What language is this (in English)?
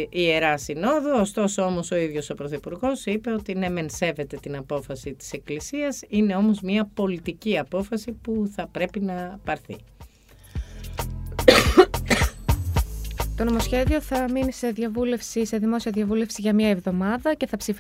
Greek